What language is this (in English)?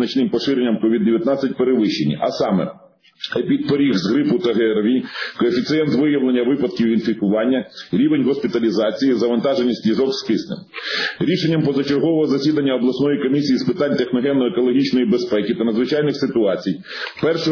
Ukrainian